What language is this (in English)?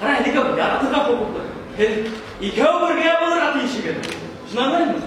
Bashkir